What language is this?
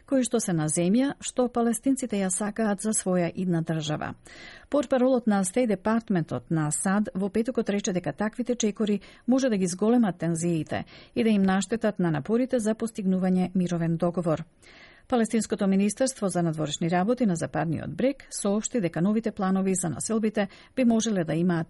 Macedonian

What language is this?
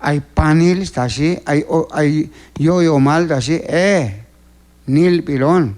Q'anjob'al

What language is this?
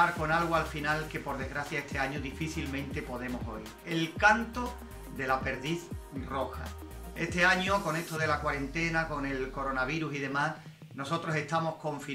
Spanish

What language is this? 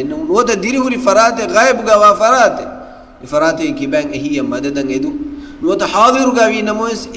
Divehi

